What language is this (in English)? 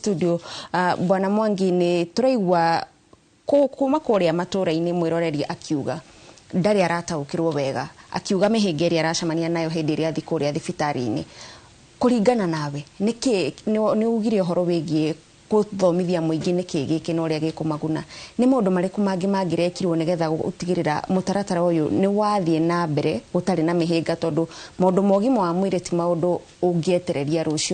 Kikuyu